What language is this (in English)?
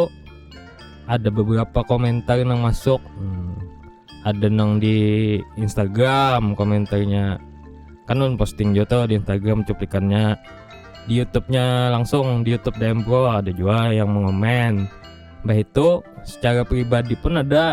Banjar